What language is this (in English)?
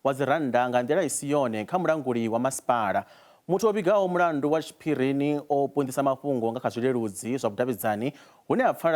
Venda